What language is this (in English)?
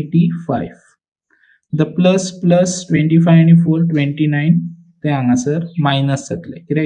Konkani